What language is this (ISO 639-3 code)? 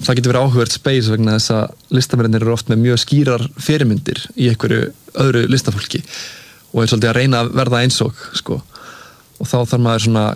isl